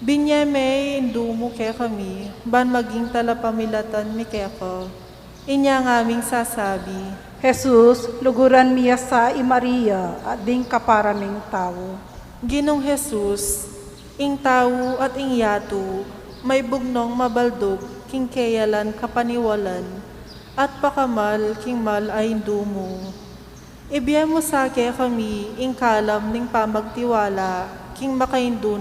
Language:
Pampanga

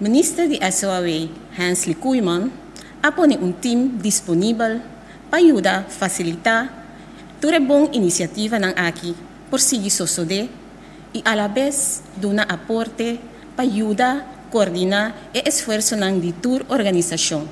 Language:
Papiamento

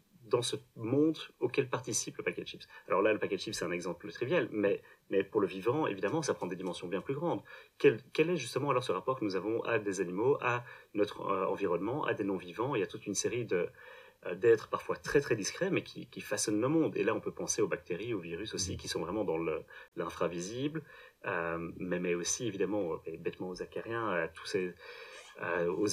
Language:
French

